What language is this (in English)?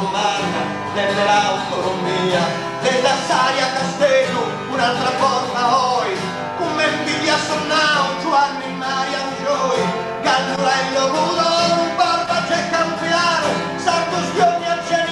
Sardinian